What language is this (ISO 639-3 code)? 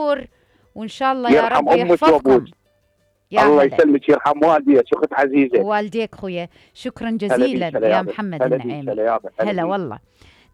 acm